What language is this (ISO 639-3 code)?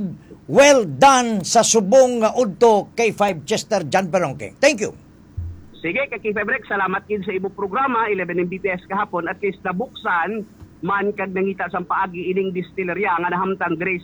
hil